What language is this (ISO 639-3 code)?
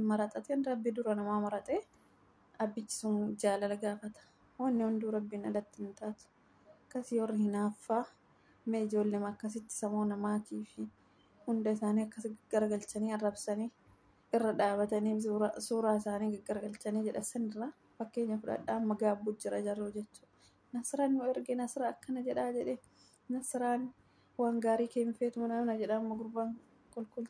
orm